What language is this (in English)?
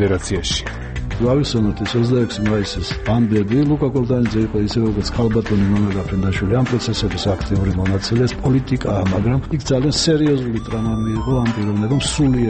Georgian